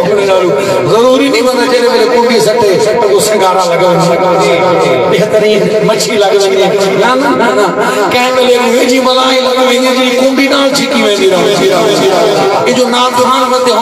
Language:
Saraiki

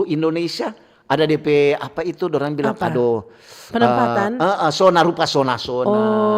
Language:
Manado Malay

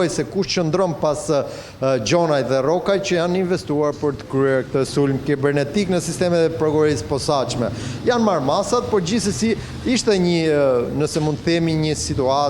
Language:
Albanian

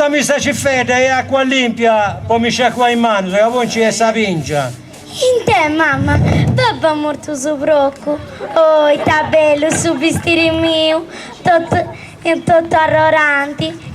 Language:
Sardinian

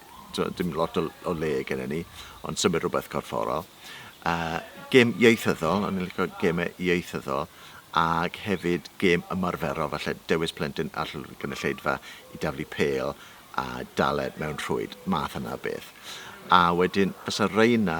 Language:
Welsh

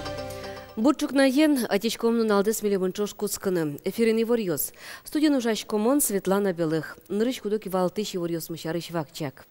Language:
Udmurt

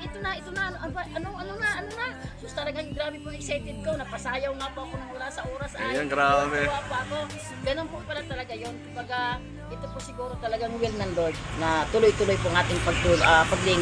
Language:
Filipino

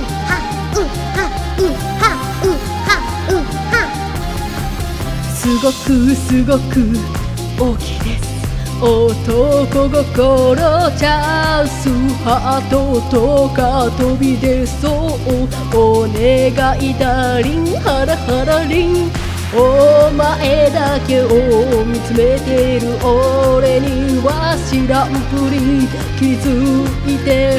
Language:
Japanese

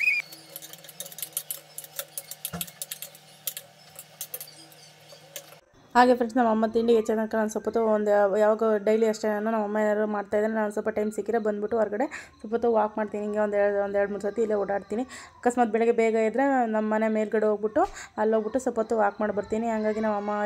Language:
Kannada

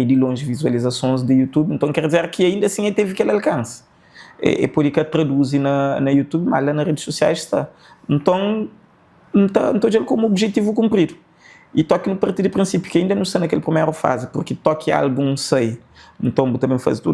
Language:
Kabuverdianu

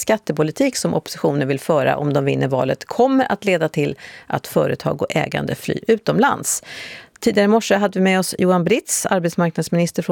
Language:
Swedish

